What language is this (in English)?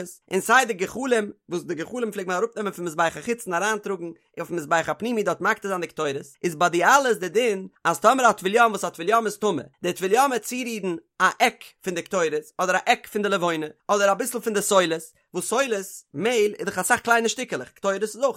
Yiddish